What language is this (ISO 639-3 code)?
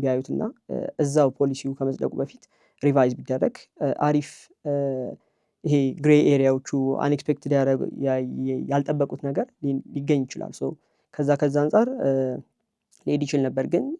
amh